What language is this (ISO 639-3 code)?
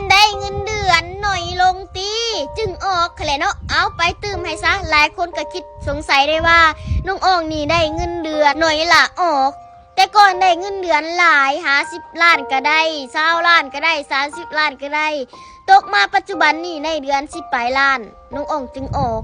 lao